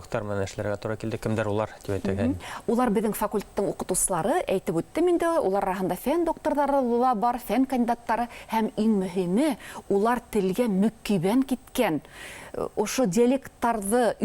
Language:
Bashkir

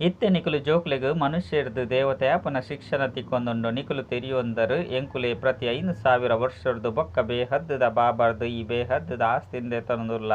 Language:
Tulu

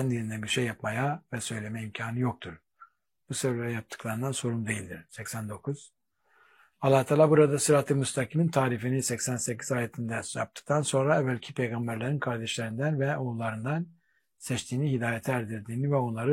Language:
Turkish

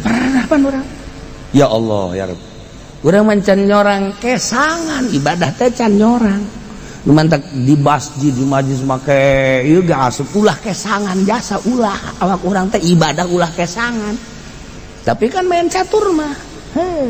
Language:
Sundanese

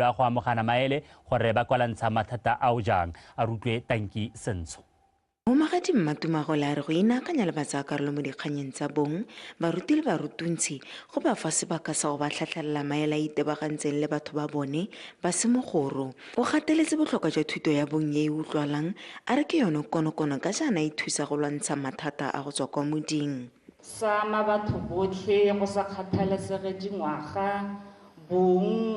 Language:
Tswana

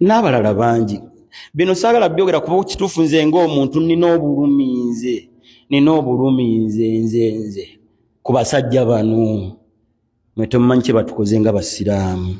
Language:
Ganda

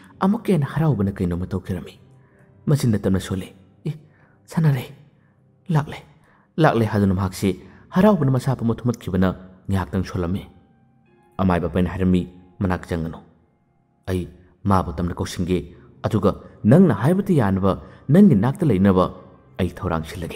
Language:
Manipuri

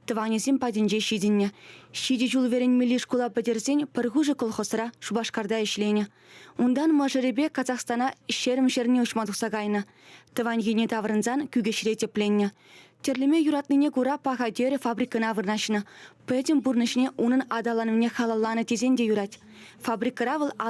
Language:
Chuvash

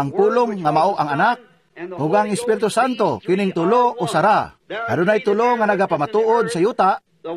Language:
Cebuano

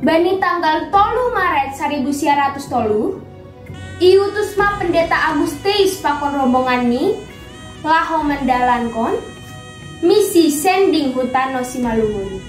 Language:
Batak Simalungun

